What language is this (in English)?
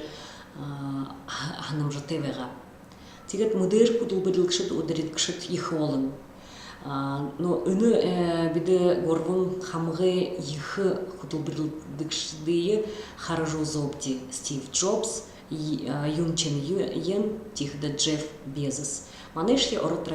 Buriat